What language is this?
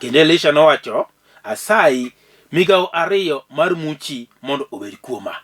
Luo (Kenya and Tanzania)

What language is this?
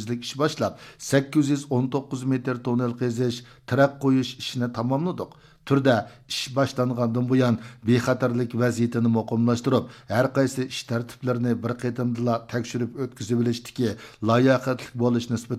Uyghur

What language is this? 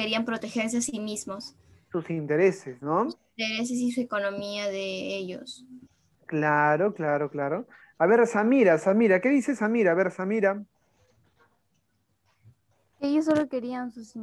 Spanish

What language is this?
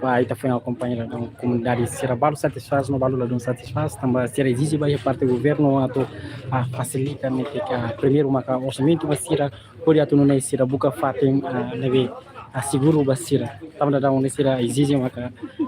Tetum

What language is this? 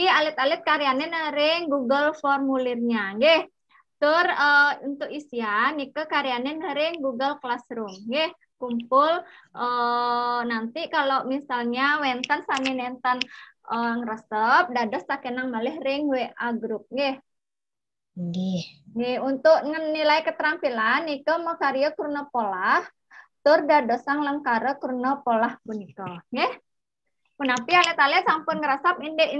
Balinese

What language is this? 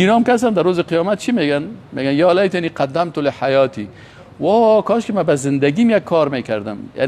Persian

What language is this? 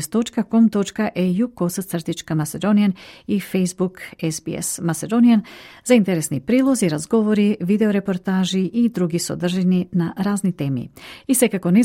Macedonian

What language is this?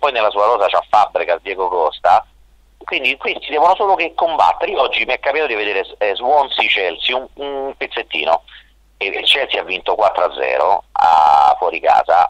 Italian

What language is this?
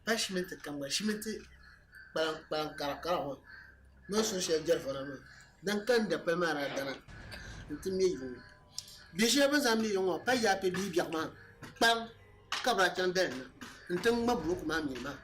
Dagbani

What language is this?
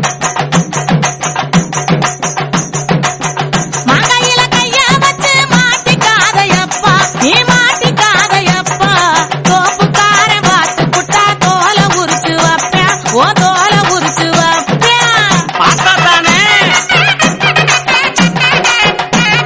Tamil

